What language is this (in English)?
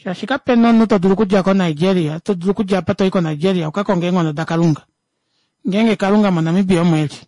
Kuanyama